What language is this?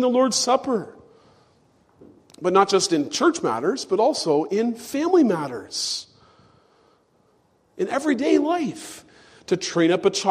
English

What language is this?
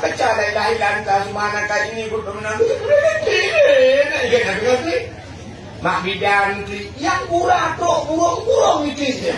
Achinese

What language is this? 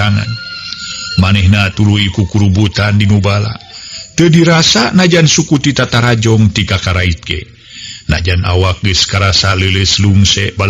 Sundanese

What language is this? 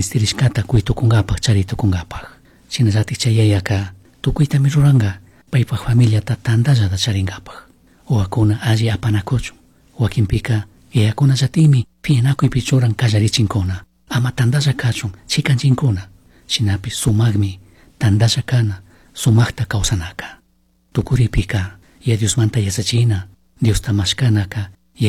Chimborazo Highland Quichua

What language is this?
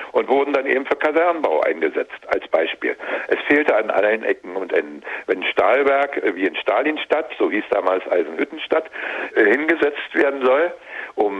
German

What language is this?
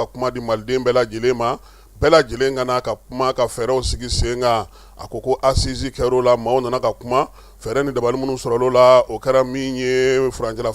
Bambara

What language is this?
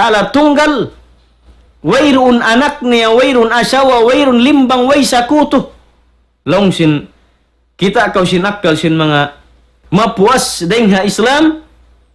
Tausug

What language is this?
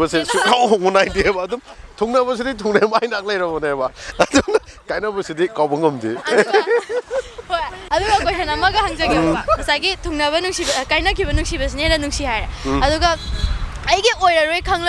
Manipuri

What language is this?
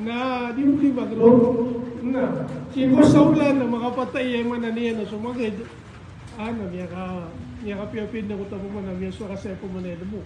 Maranao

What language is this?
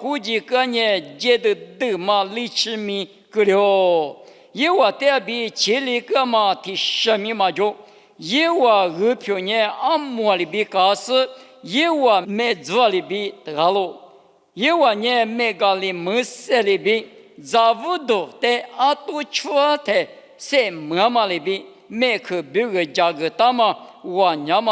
Lisu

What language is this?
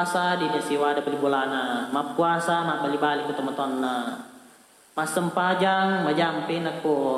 Buginese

